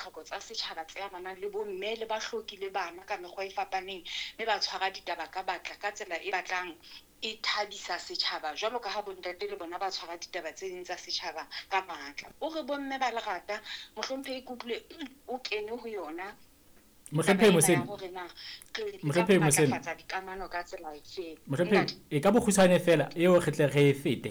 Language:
Southern Sotho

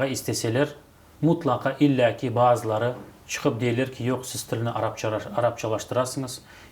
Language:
Crimean Tatar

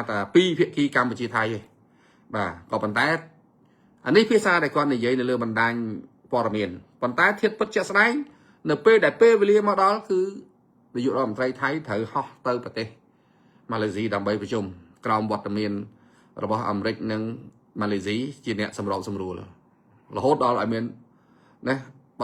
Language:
Khmer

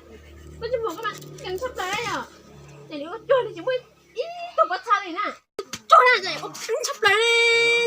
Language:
Hmong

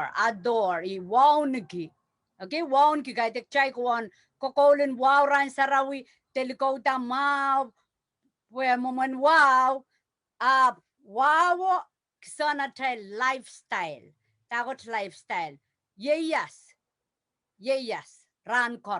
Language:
Pohnpeian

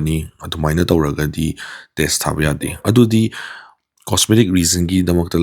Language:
Manipuri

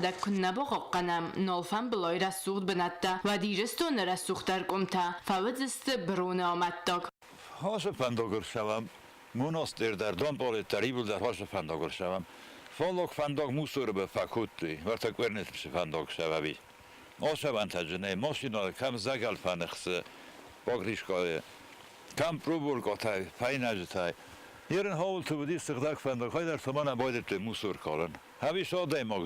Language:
Ossetic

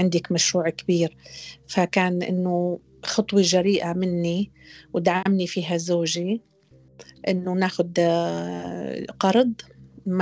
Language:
North Levantine Arabic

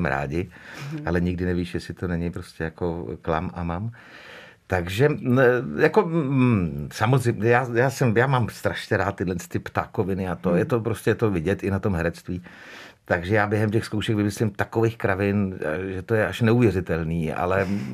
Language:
Czech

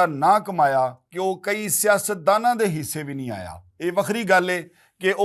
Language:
Western Panjabi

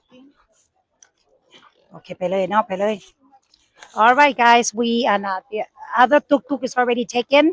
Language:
Lao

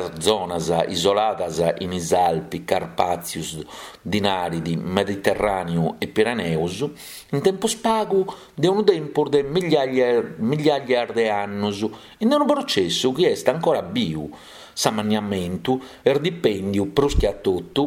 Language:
Sardinian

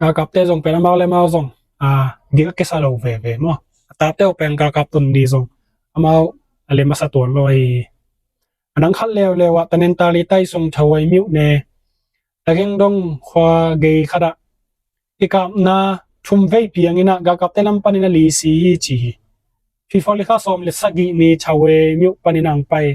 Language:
Tedim Chin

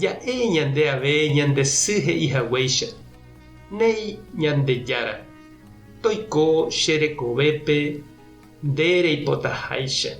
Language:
Guarani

